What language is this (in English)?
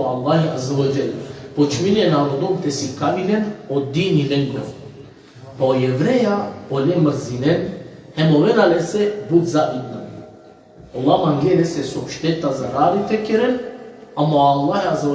Balkan Romani